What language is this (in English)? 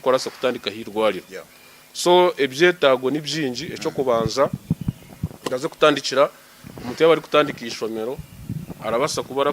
Nyankole